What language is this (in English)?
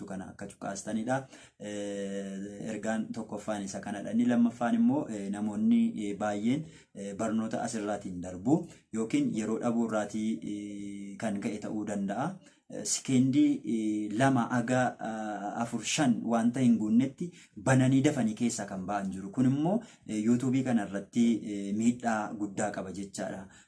Oromo